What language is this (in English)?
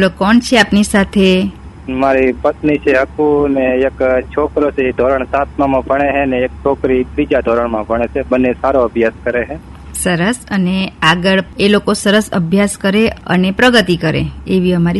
Gujarati